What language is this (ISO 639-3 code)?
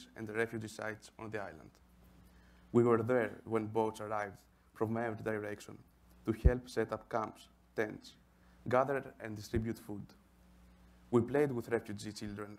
eng